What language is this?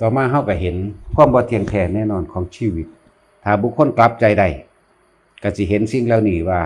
Lao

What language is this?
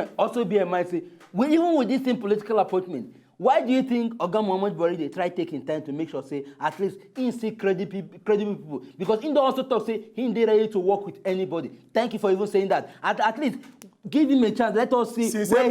Nigerian Pidgin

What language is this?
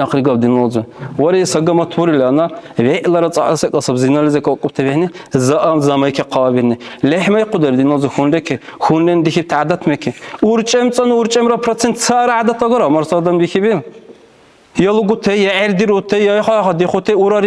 Dargwa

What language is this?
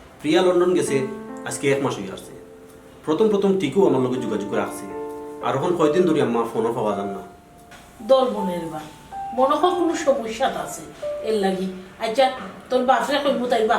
Sylheti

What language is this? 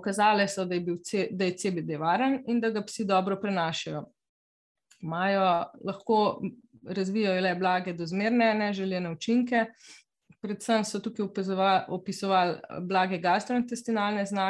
Slovenian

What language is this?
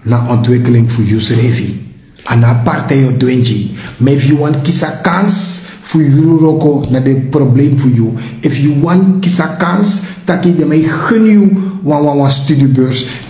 Sranan Tongo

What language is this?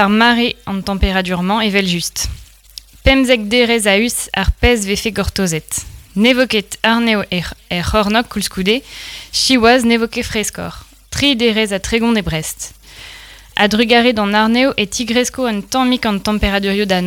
Breton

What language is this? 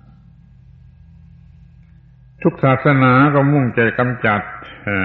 Thai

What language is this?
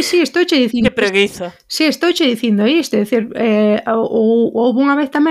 Galician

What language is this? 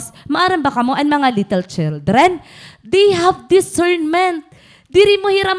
Waray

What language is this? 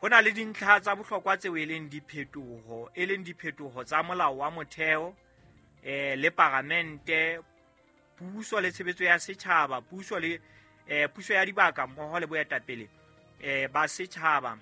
Southern Sotho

